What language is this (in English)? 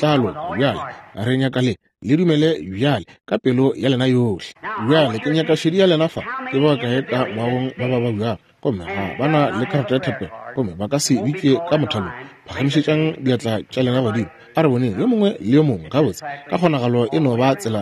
Northern Sotho